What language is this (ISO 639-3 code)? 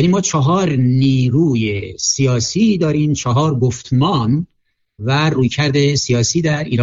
fas